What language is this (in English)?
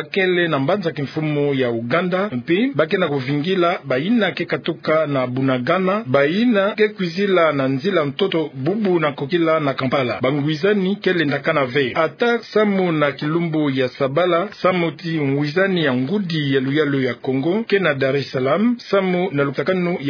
Kituba (Democratic Republic of Congo)